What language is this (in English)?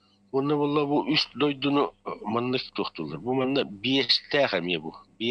Yakut